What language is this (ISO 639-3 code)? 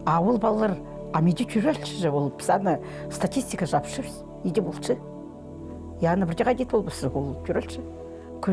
kjh